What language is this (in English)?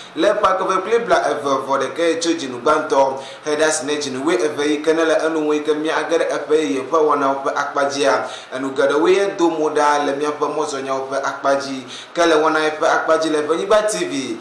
Ewe